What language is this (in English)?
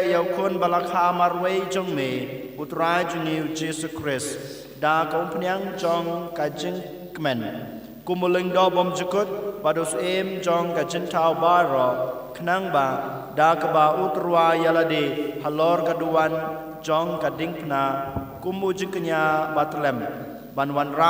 Khasi